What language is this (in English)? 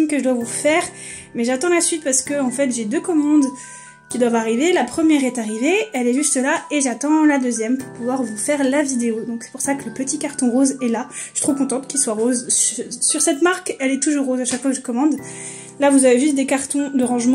French